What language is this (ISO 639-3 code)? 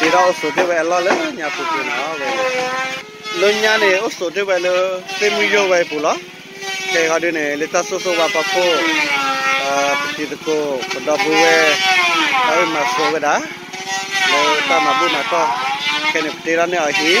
ksw